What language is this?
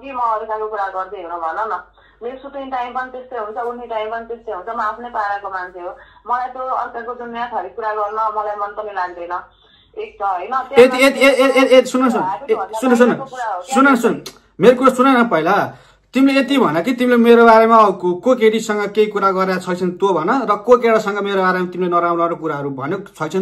Nepali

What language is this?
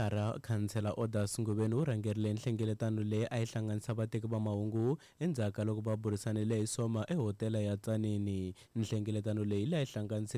Tsonga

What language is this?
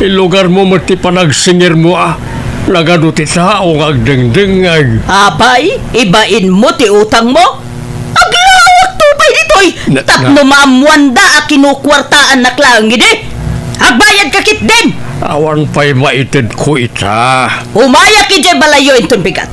Iloko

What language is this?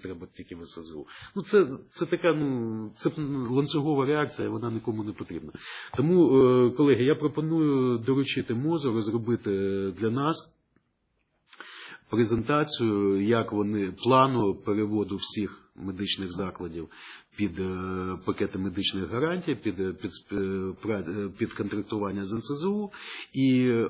Ukrainian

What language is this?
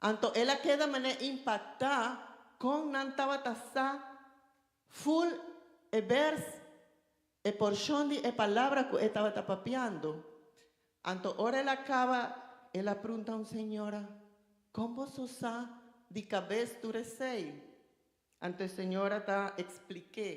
Papiamento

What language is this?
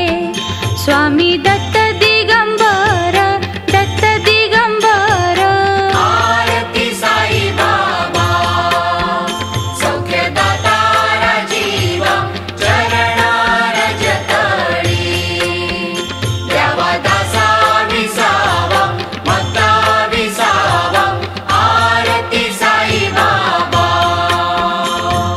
Marathi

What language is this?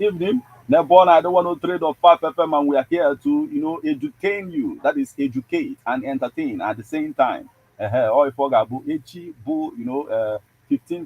Igbo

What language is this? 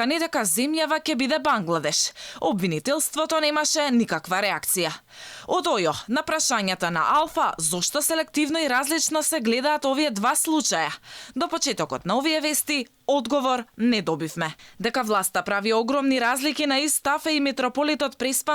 Macedonian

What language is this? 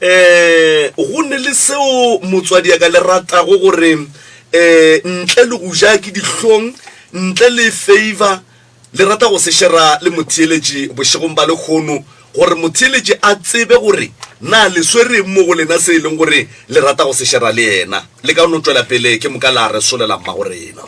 Northern Sotho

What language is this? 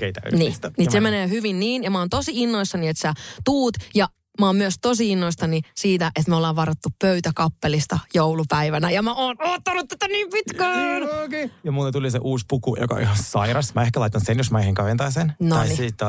Finnish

